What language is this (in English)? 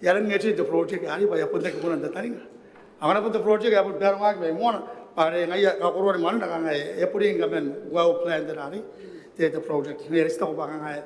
Gilbertese